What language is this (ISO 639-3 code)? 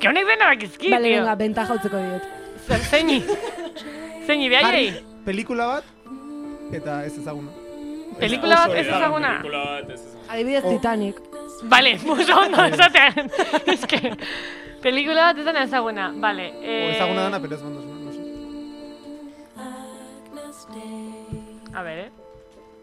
eus